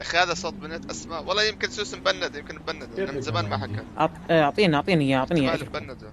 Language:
North Levantine Arabic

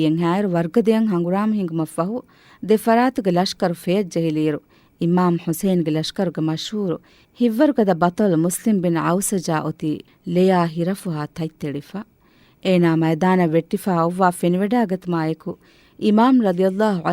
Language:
Divehi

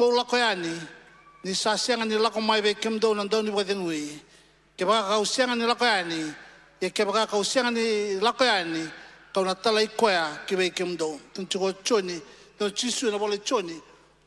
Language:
Fijian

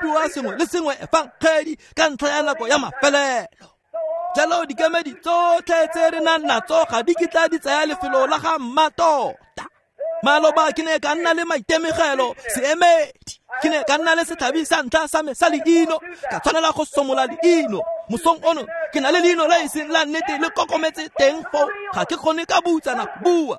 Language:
Tswana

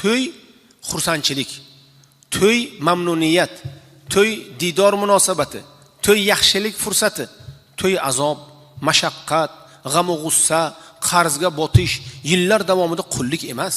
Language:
Uzbek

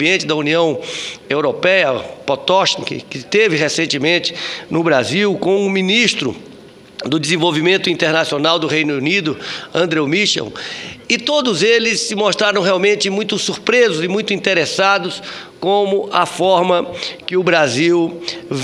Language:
Portuguese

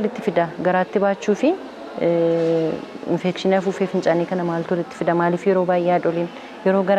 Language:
Oromo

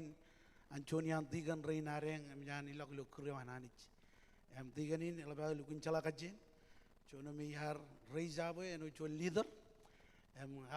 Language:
Marshallese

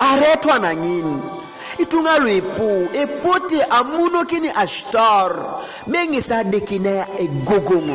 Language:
Teso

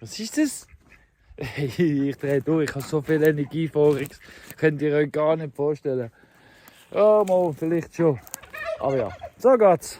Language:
Swiss German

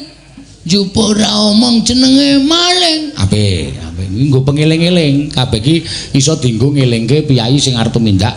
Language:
Javanese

